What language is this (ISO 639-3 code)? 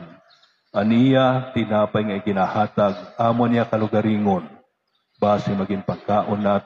war